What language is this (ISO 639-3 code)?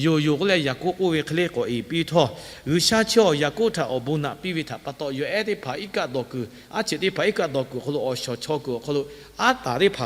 lhu